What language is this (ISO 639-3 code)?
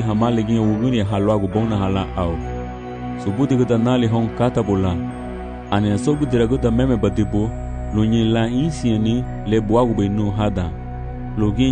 cab